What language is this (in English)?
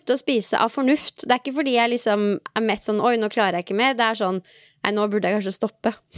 Norwegian